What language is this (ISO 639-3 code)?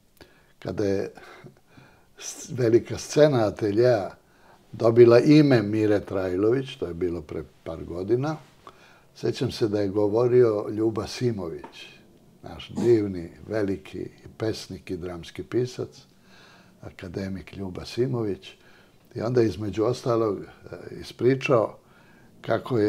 srp